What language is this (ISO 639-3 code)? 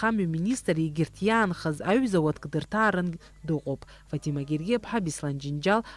abk